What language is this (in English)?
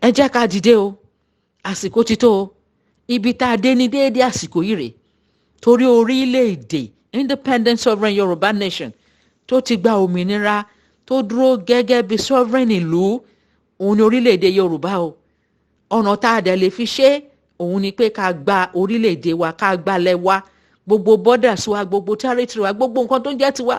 Yoruba